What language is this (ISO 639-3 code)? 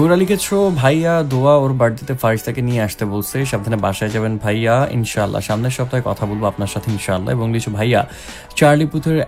ben